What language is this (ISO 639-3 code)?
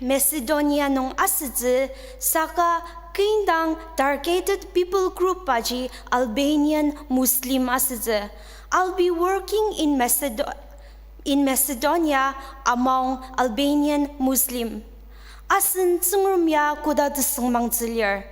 njo